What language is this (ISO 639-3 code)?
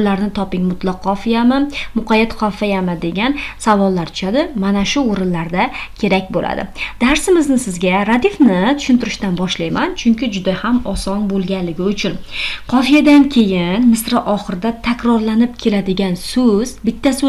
uzb